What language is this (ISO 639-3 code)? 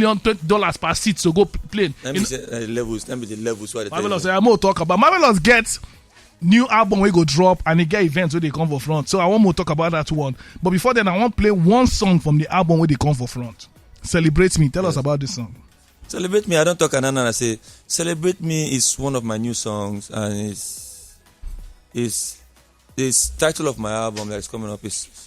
pcm